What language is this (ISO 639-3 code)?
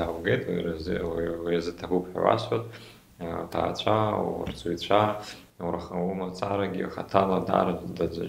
abk